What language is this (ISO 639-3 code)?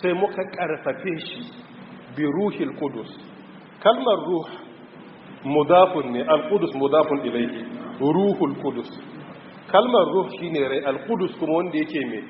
hau